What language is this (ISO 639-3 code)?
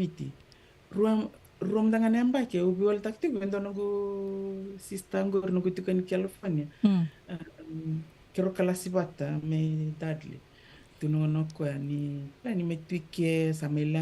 fij